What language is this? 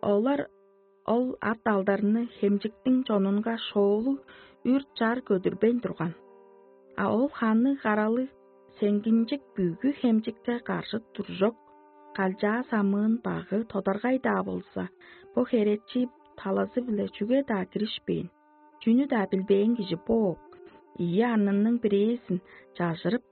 Tuvinian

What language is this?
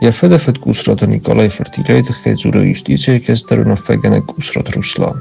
Ossetic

